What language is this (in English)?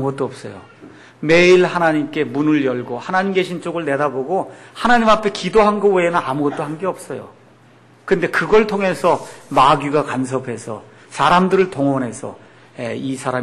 Korean